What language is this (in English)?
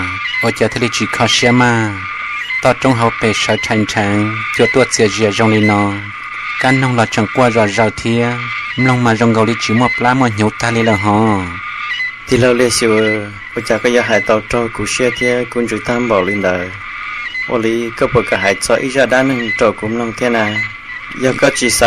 Hmong